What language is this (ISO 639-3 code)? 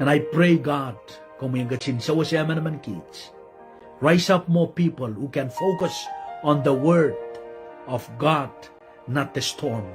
pon